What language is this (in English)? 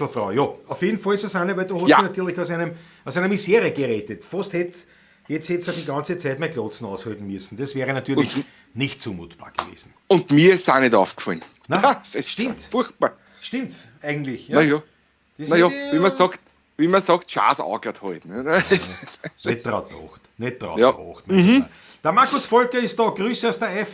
Bavarian